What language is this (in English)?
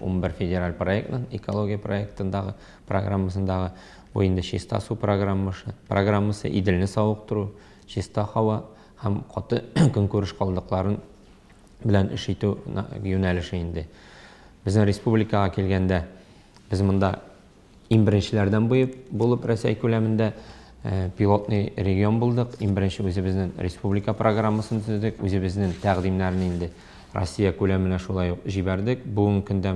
Tatar